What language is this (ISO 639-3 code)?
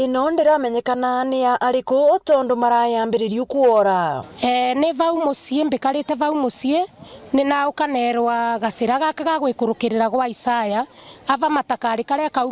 mer